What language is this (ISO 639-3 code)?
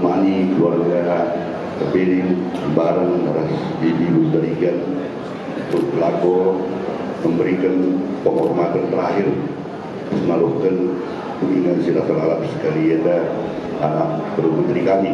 btx